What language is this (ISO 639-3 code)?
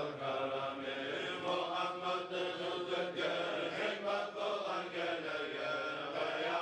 kum